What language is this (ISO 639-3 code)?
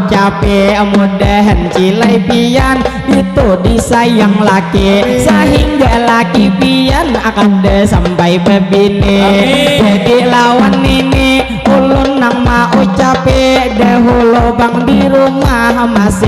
bjn